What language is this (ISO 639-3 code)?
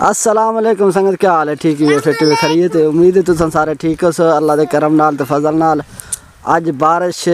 skr